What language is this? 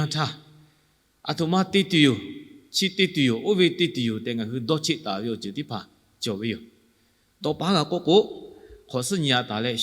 Lahu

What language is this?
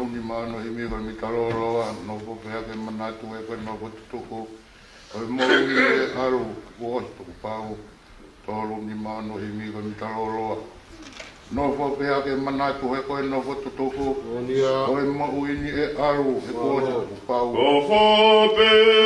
Tongan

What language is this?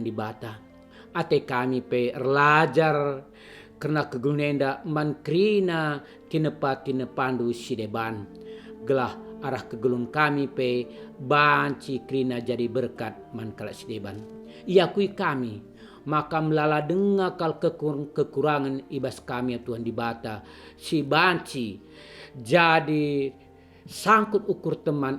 Batak Karo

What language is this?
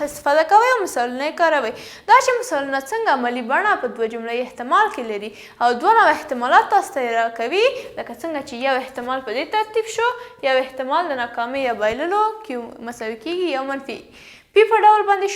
Pashto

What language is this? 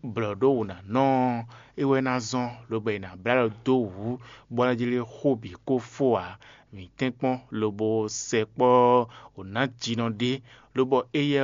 Fon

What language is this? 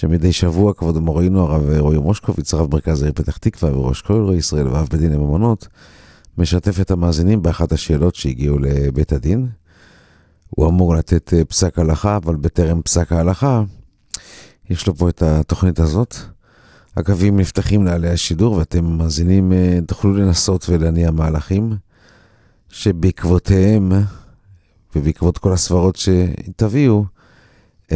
Hebrew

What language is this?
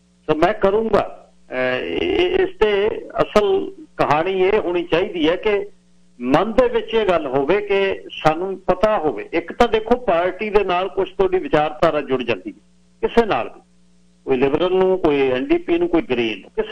Punjabi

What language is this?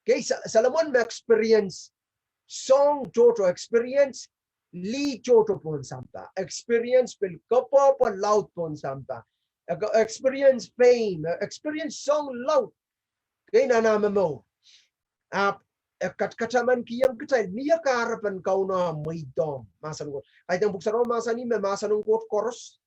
Pohnpeian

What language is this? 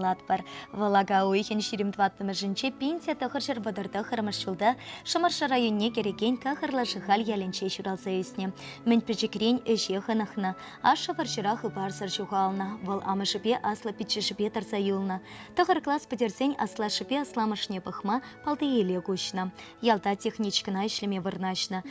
Chuvash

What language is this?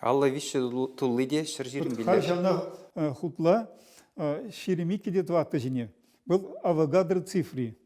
Chuvash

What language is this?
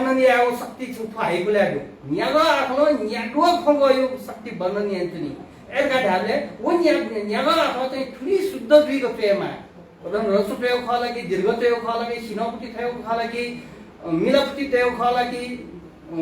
Newari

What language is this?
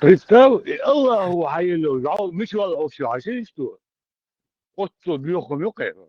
Chechen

